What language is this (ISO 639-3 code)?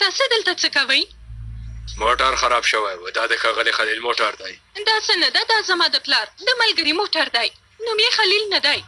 pus